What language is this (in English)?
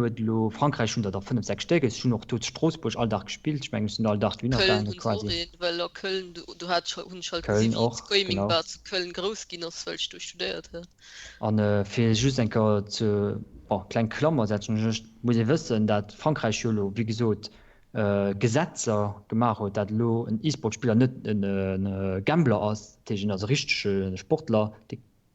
Luxembourgish